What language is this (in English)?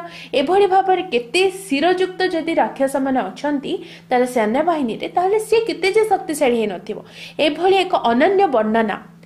Odia